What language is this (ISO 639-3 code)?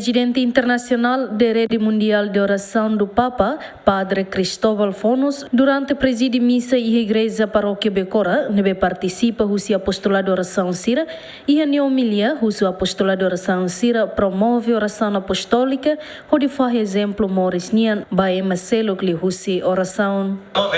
tet